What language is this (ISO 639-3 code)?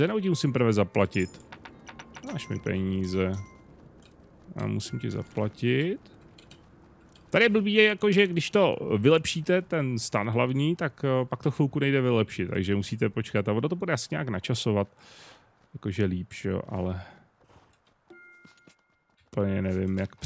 ces